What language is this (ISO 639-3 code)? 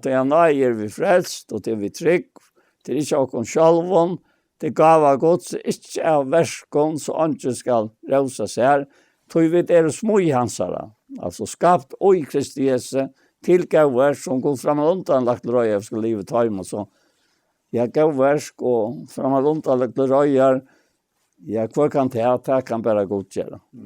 fao